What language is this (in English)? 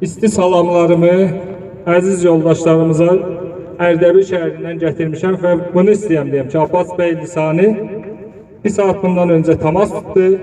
South Azerbaijani